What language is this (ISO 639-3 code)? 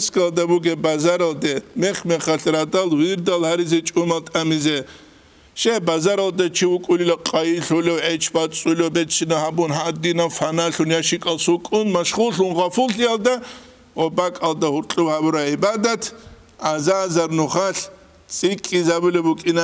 ava